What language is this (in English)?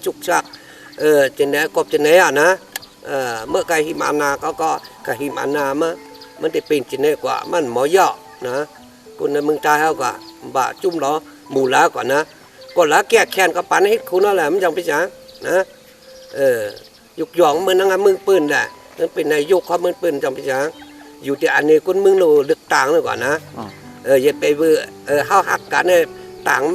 Shan